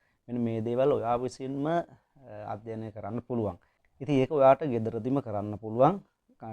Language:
Sinhala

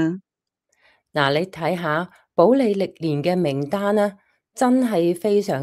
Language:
Cantonese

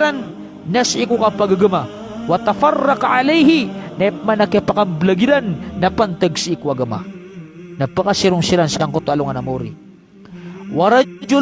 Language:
Maranao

